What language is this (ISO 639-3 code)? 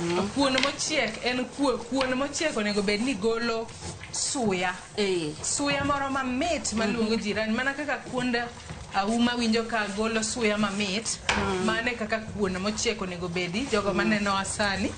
luo